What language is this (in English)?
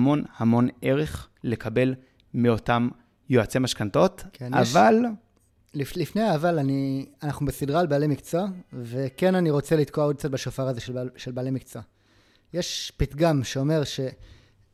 Hebrew